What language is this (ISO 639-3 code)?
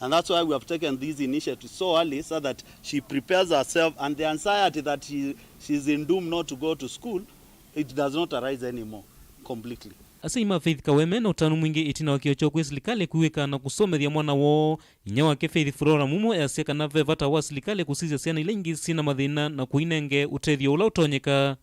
kam